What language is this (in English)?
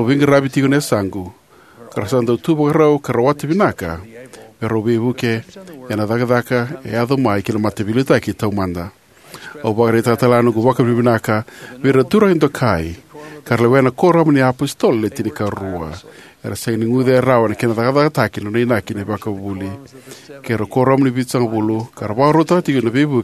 Fijian